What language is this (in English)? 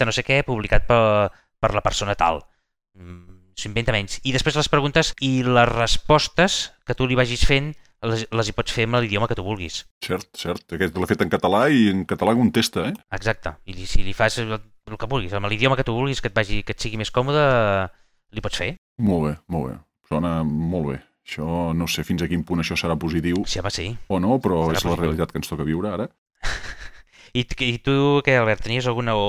Catalan